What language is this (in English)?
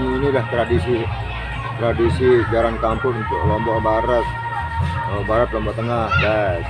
Sasak